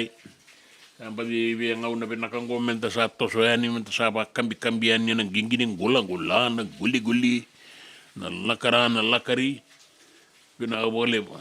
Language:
Fijian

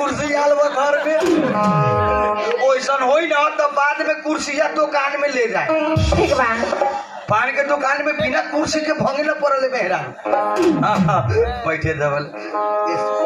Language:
Bhojpuri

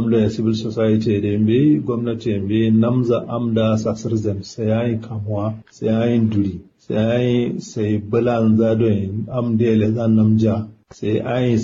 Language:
Kanuri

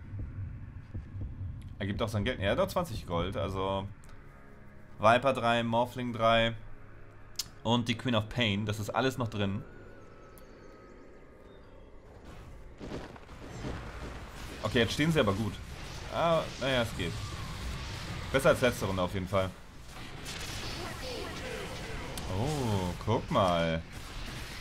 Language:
German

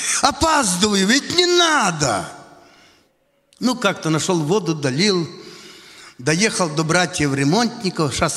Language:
Russian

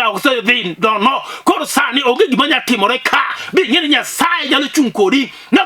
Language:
Luo (Kenya and Tanzania)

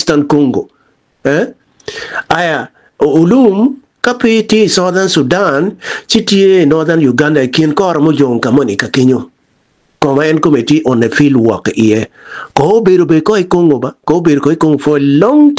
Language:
Acoli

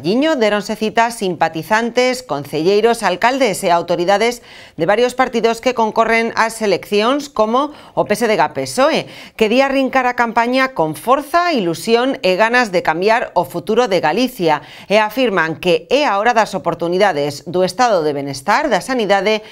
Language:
Galician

